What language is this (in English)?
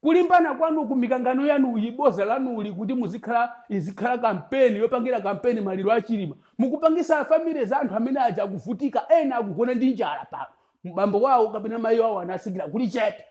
Nyanja